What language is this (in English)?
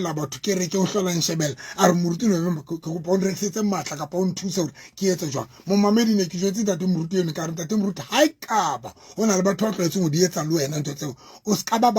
Southern Sotho